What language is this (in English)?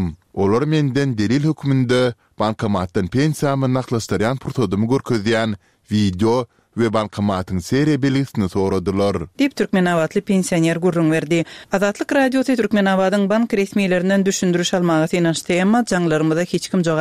Turkmen